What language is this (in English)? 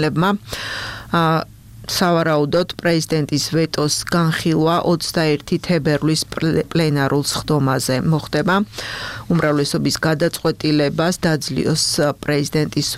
Georgian